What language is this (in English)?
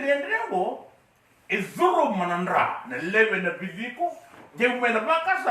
Fijian